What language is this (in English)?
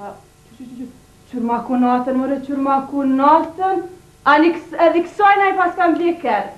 Albanian